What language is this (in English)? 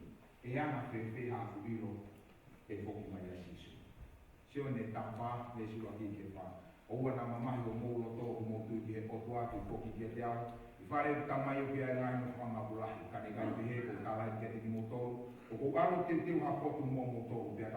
Tongan